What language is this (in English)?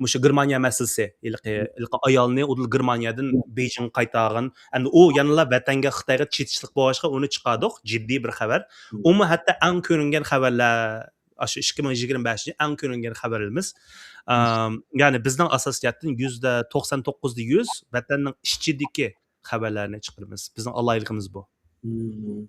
Uyghur